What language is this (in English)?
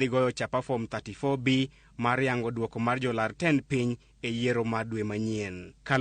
Luo (Kenya and Tanzania)